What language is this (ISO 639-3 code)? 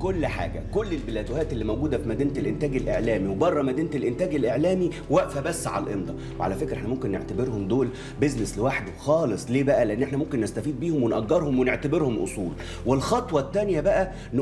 arz